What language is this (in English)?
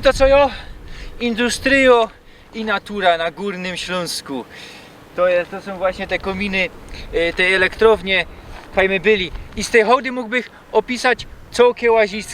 Silesian